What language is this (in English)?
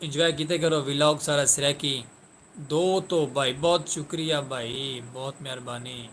Saraiki